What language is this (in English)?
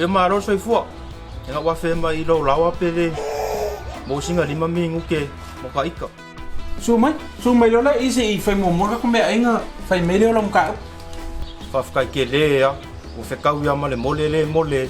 Samoan